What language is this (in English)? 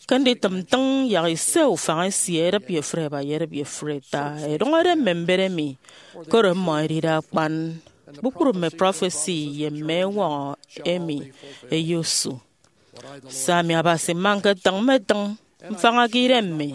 Efik